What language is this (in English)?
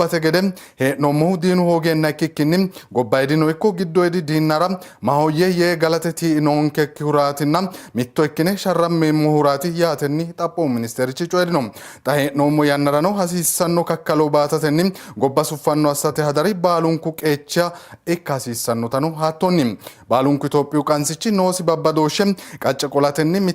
Sidamo